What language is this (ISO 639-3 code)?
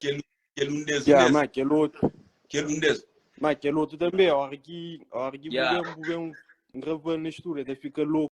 kea